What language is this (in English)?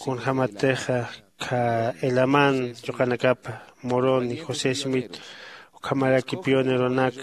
Aymara